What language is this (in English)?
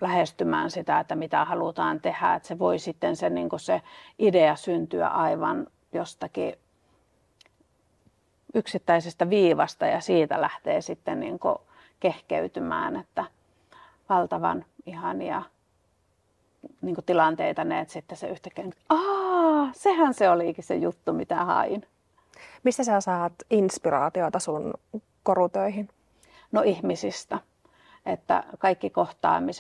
Finnish